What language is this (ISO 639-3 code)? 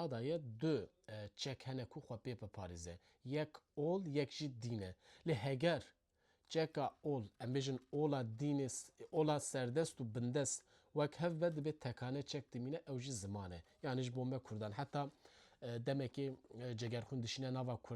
kur